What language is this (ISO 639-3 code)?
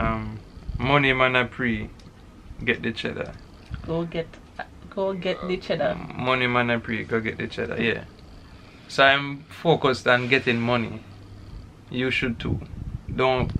jam